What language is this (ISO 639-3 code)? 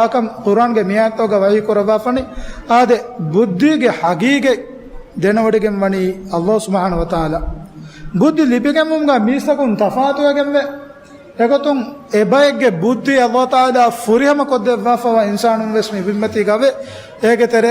div